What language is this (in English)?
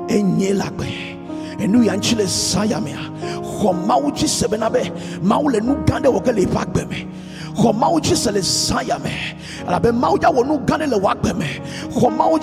Ewe